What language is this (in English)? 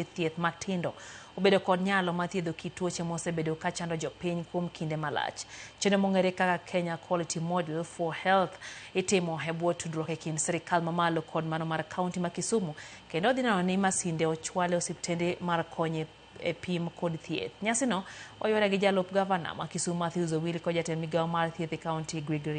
Luo (Kenya and Tanzania)